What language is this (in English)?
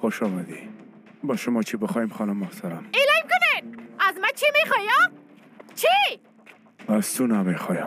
Persian